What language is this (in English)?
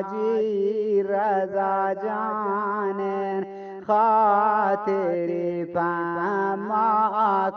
Eastern Balochi